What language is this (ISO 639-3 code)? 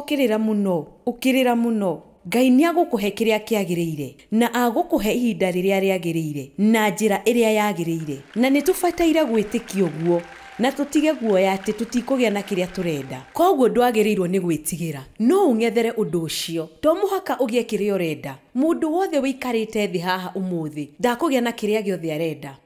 kik